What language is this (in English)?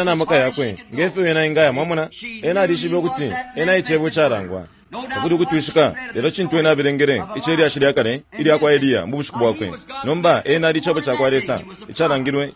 Bemba